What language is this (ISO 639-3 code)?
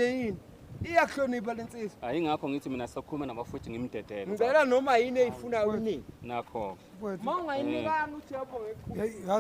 zul